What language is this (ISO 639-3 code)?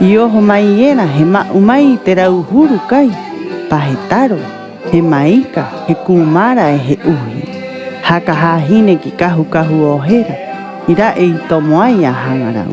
rap